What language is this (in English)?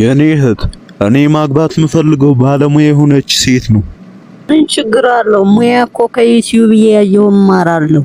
Amharic